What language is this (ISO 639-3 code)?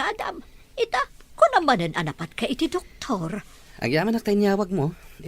ilo